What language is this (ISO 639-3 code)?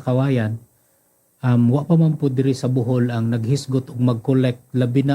ceb